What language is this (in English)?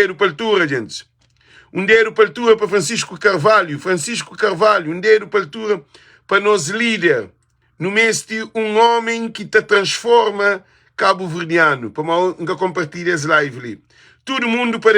Kabuverdianu